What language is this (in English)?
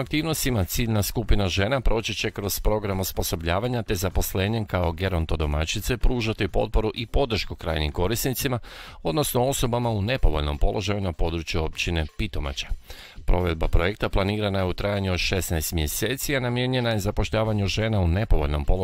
Croatian